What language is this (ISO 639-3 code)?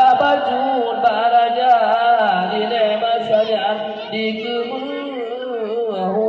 ace